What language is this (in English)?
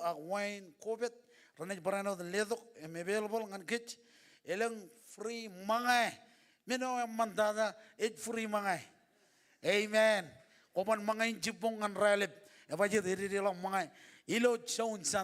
Marshallese